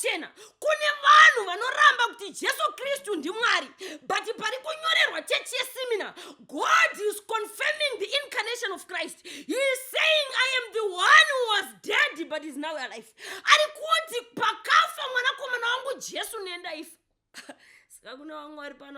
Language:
Shona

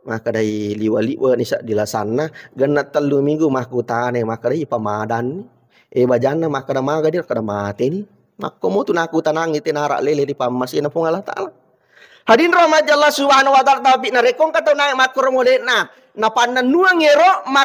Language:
Buginese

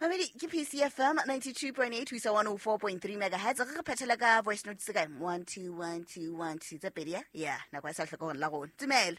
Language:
Southern Sotho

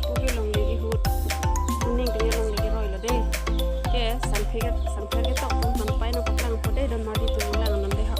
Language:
Karbi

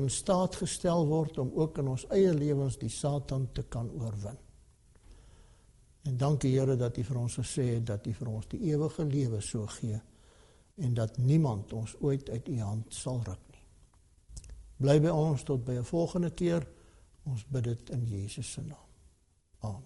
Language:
Afrikaans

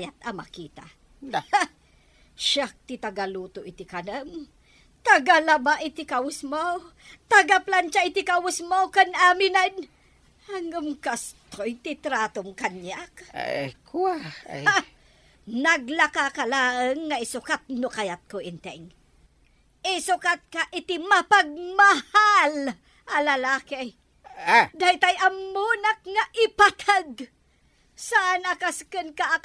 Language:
Iloko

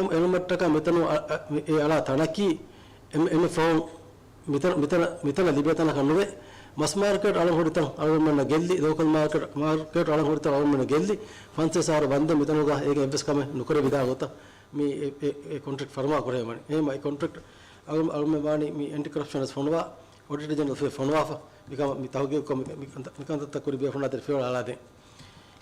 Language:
Divehi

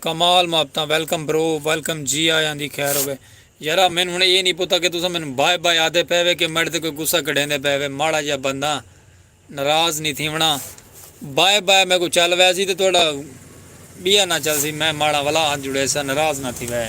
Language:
Saraiki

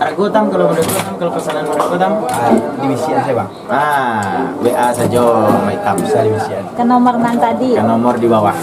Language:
Minangkabau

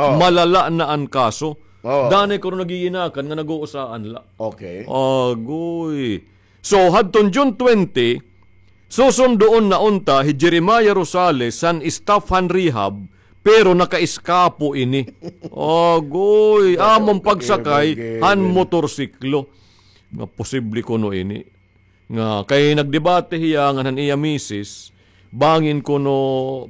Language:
Waray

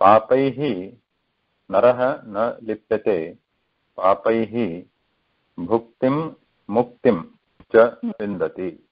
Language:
Sanskrit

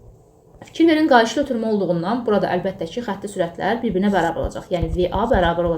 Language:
Azerbaijani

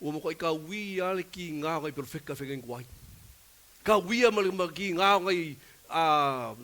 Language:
Samoan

